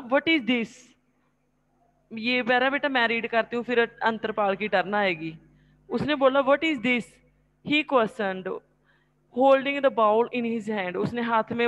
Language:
Hindi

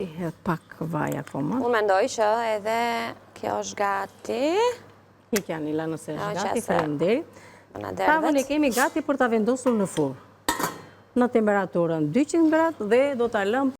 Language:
Albanian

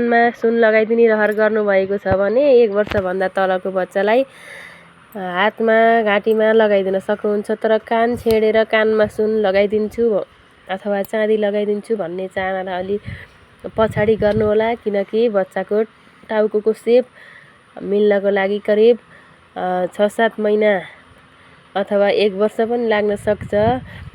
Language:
Nepali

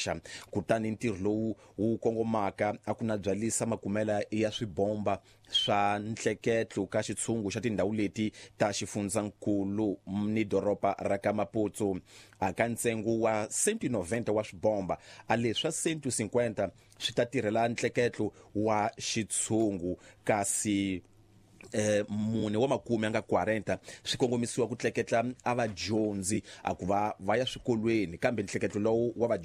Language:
Tsonga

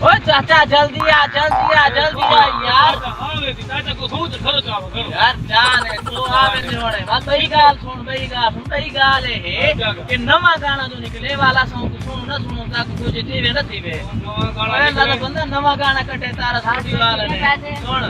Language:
Saraiki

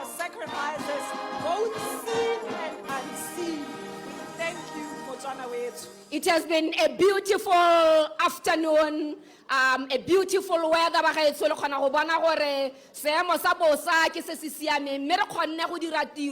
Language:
Tswana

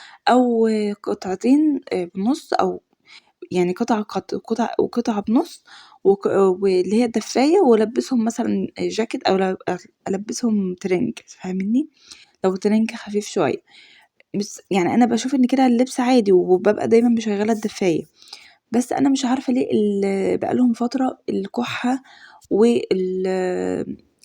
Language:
Egyptian Arabic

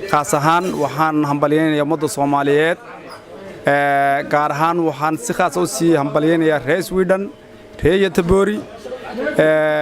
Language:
Somali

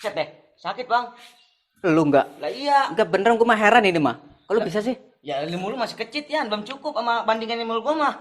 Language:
Betawi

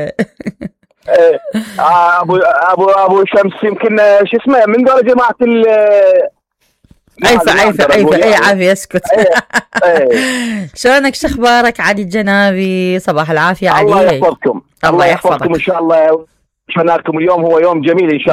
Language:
Mesopotamian Arabic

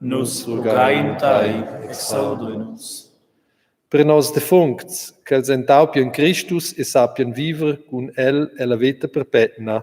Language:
Romansh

